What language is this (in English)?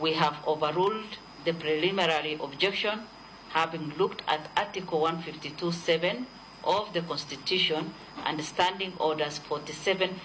Luo (Kenya and Tanzania)